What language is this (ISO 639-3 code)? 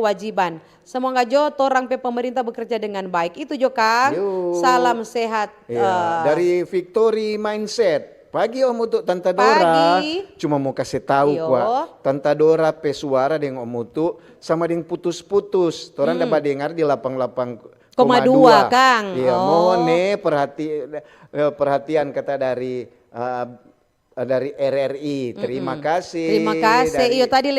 xmm